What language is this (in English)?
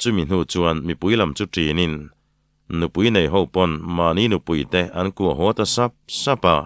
Mizo